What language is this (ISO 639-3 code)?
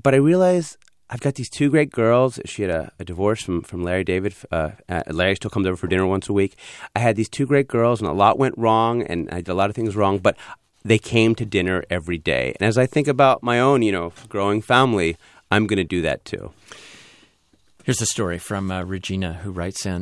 eng